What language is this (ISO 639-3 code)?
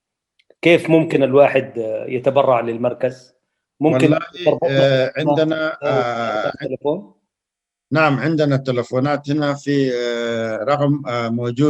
apd